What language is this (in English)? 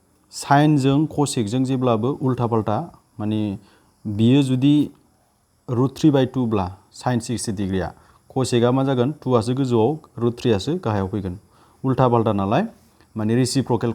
Bodo